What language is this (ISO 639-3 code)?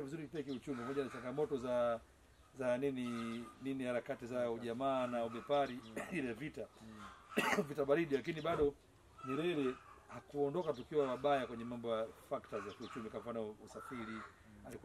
swa